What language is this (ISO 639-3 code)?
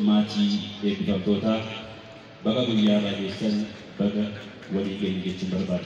orm